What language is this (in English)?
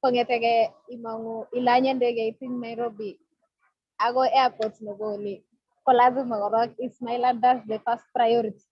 Kalenjin